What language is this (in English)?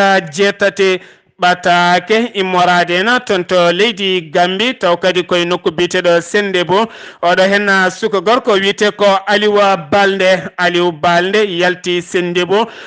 Fula